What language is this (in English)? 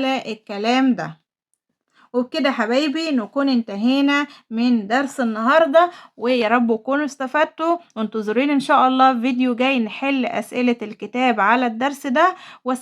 Egyptian Arabic